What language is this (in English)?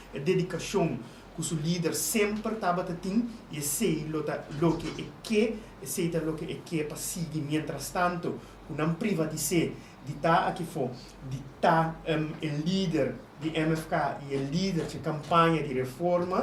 Papiamento